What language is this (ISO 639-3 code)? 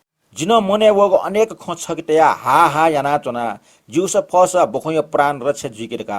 new